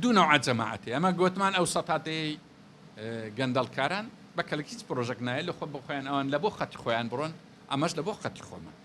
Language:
Central Kurdish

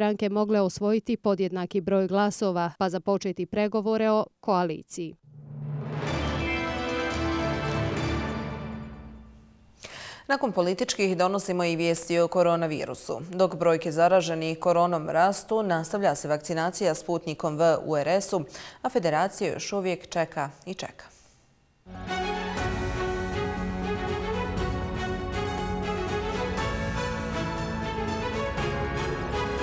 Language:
Bosnian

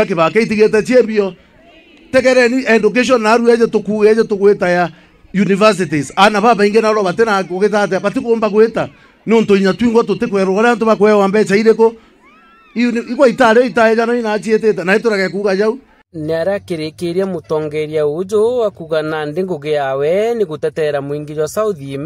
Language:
Meru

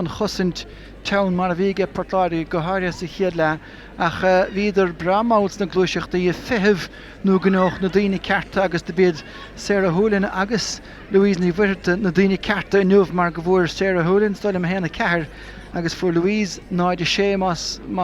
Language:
Irish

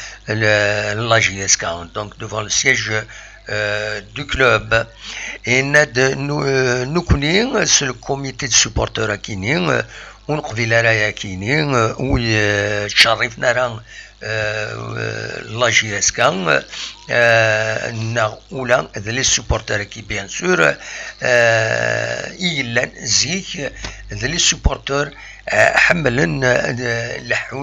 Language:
Kabyle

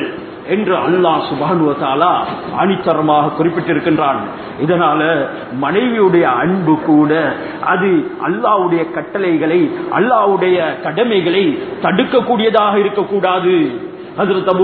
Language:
Tamil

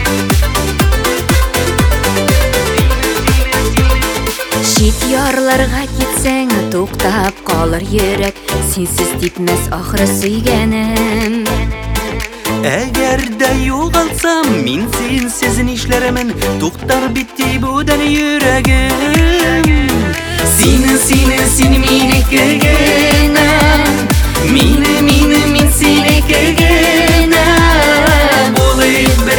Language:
Kazakh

